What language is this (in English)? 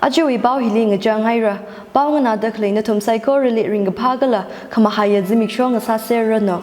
Tangkhul Naga (India)